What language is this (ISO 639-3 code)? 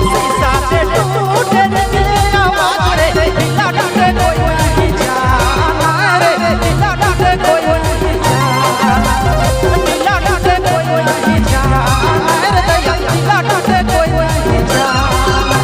sck